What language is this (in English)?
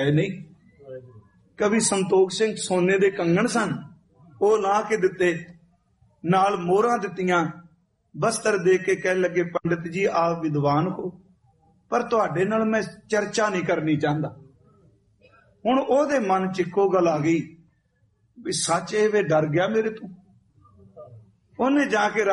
Punjabi